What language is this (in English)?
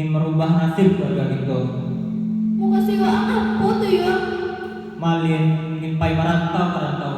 Minangkabau